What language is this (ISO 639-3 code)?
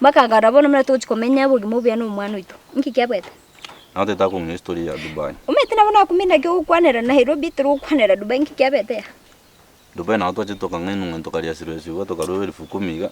guz